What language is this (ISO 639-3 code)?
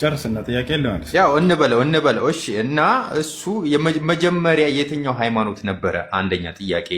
amh